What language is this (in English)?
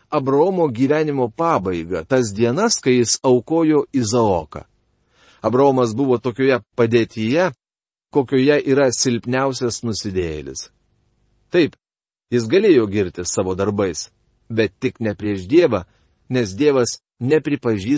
Lithuanian